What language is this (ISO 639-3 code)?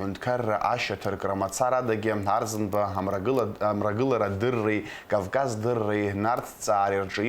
abk